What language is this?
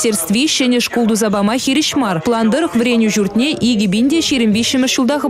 Chuvash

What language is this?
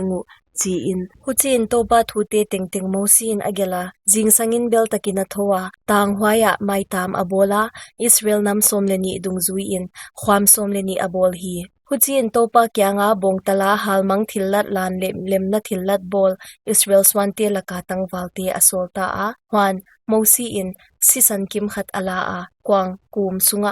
Paite Chin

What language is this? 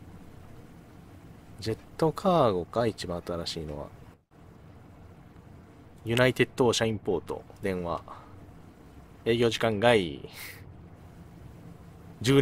Japanese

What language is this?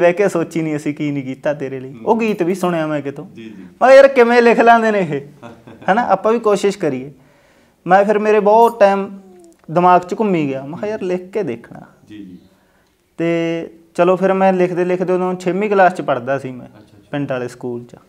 Punjabi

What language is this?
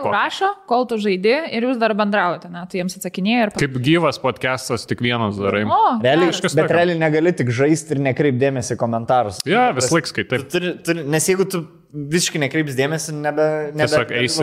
Lithuanian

